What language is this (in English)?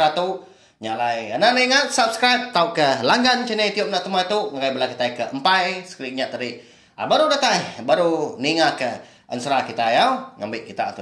Iban